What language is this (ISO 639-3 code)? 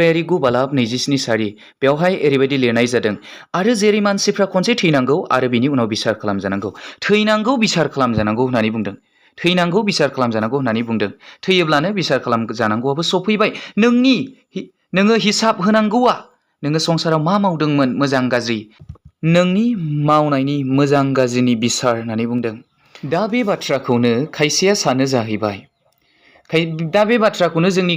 brx